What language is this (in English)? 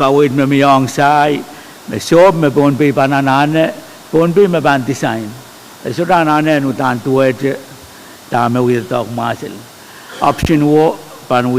Pohnpeian